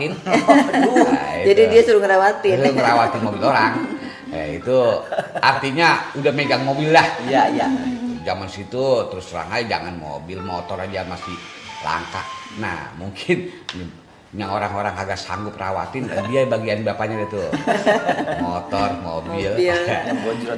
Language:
Betawi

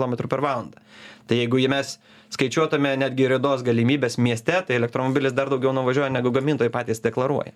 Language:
Lithuanian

